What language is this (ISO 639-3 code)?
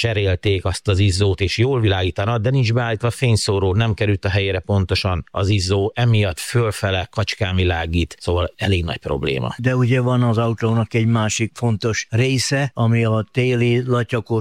hun